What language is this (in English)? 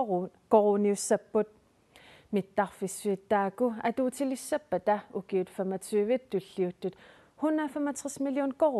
Kalaallisut